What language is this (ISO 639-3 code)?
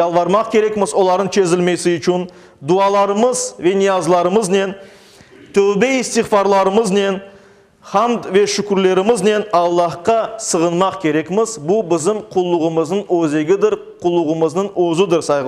crh